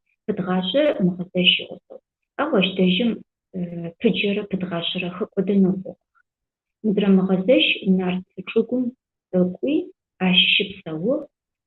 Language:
Adyghe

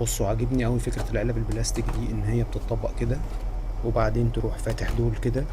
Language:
Egyptian Arabic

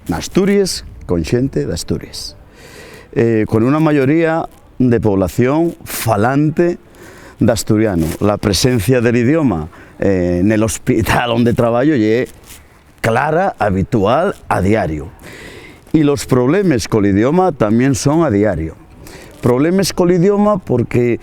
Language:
Asturian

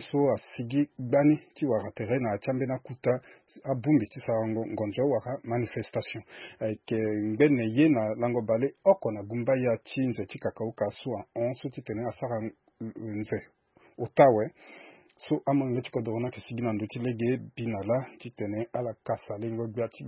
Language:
Sango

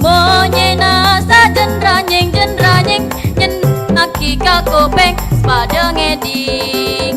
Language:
Madurese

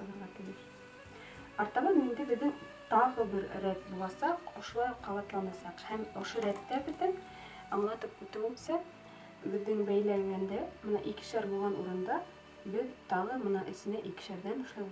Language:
Bashkir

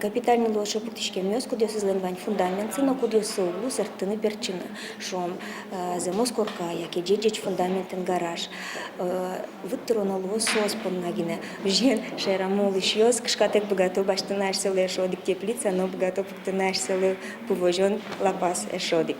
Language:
Udmurt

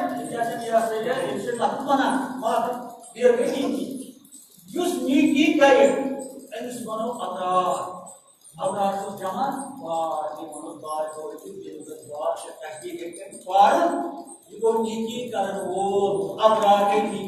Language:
Kashmiri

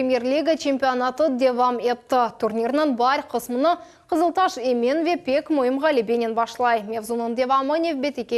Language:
Crimean Tatar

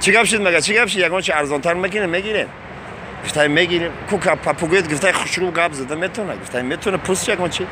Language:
Tajik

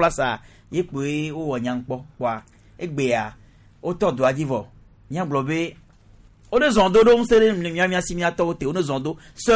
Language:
Gen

